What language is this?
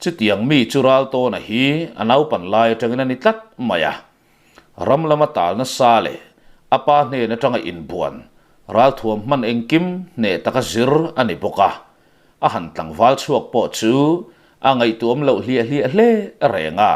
Mizo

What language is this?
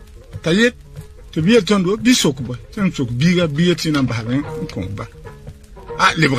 Mossi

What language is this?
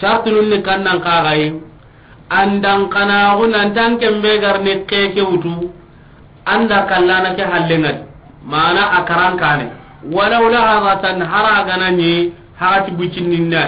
Soninke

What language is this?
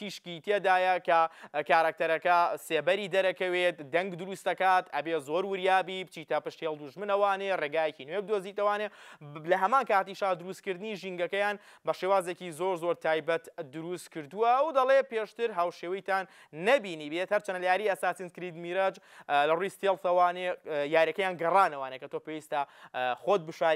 Central Kurdish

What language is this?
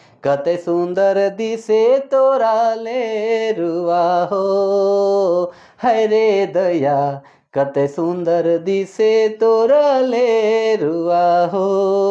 Sadri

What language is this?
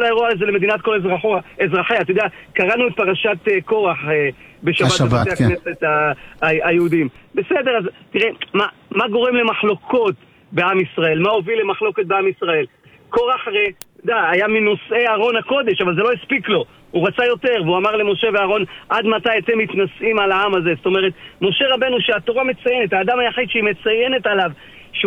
Hebrew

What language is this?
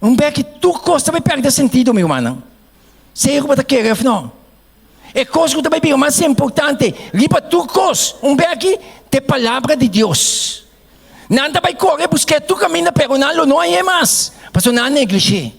Papiamento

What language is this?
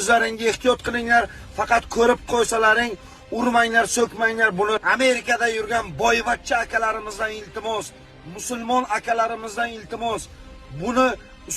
Uzbek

